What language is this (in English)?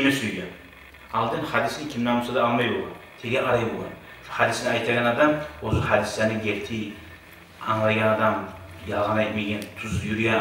Kumyk